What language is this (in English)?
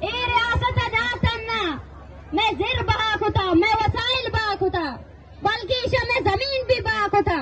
Eastern Balochi